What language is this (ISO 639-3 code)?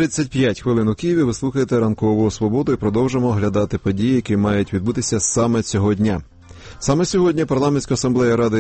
ukr